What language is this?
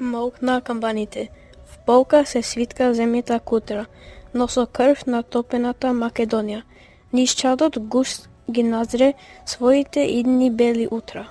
Macedonian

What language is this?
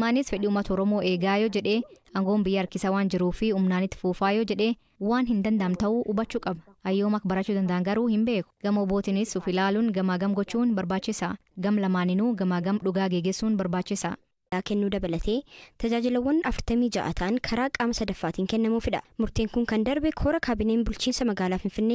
Oromo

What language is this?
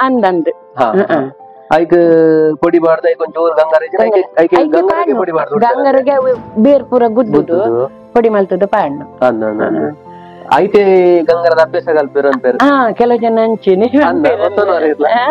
Tulu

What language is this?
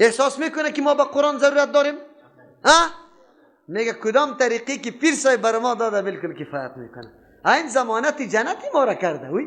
Persian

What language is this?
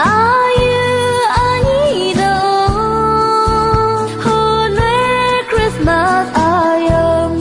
Akha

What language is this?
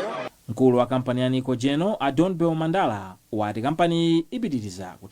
Nyanja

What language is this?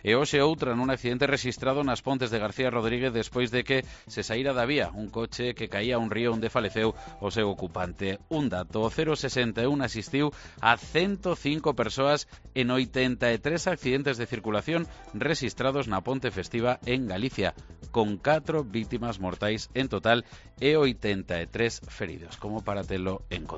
Galician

